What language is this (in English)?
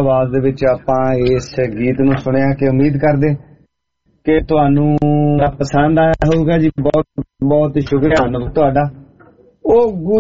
Punjabi